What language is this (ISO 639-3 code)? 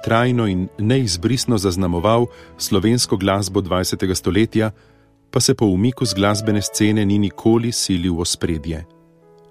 slv